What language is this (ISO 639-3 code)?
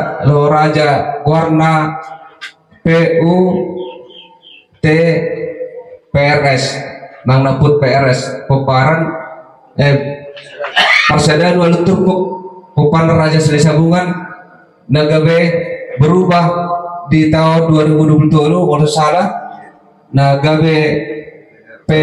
bbc